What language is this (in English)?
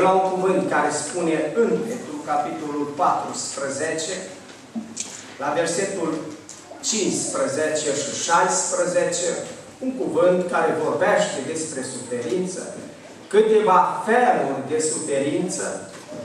Romanian